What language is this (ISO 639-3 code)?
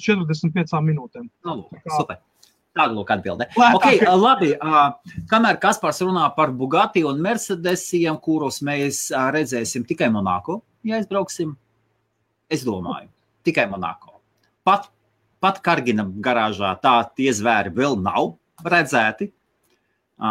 lav